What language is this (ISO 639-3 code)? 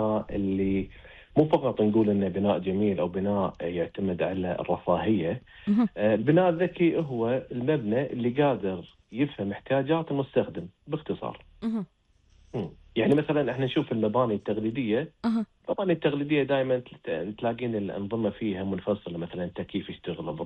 afb